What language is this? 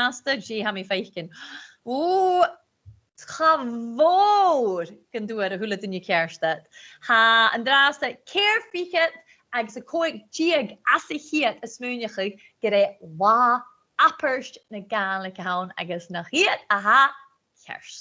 Scottish Gaelic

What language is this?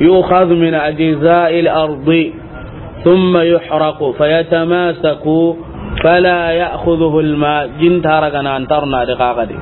Soninke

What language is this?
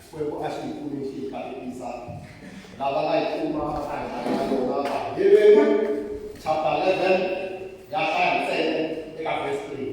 Tsonga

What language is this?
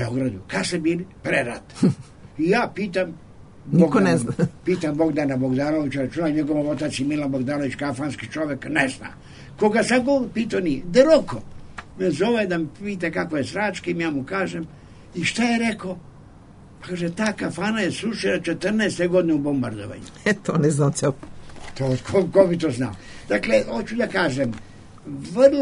Serbian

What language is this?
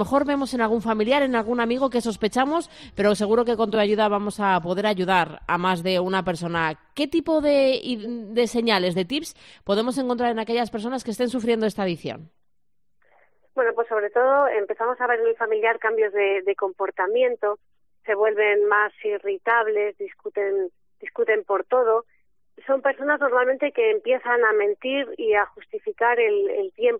Spanish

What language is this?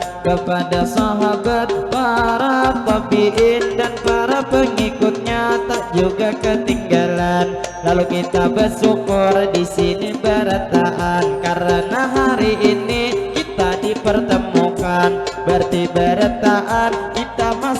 Banjar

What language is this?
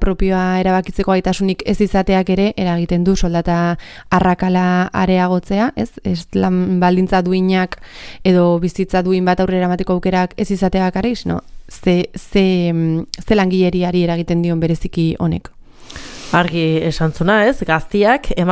Basque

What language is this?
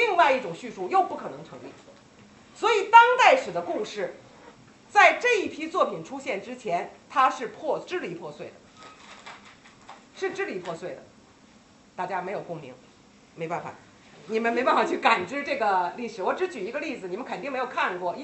Chinese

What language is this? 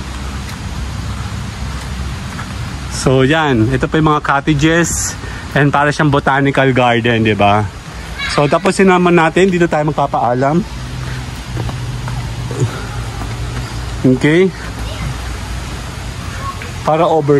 Filipino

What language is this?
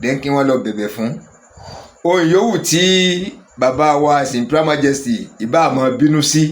Yoruba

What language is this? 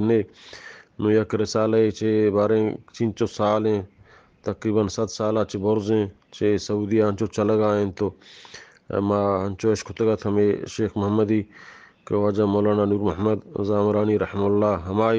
Eastern Balochi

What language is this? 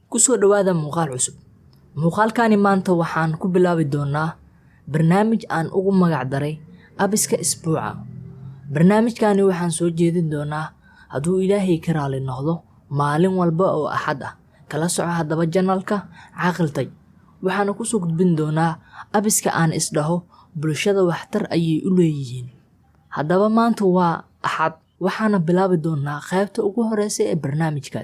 Somali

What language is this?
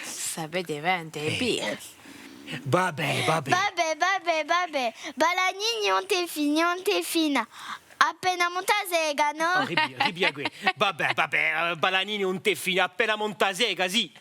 Corsican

